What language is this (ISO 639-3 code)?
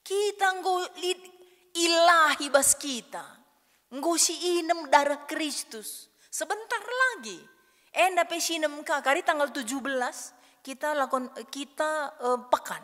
btx